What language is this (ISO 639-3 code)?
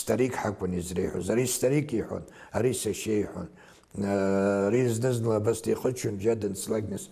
abk